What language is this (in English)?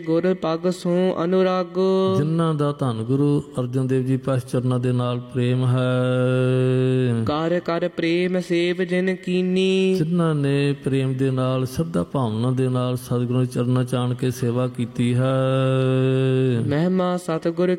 Punjabi